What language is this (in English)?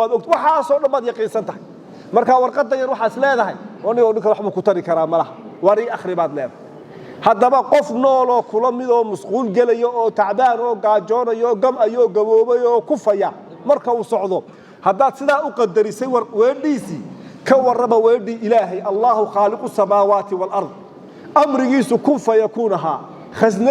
Somali